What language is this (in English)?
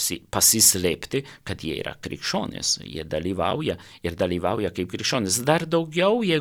Lithuanian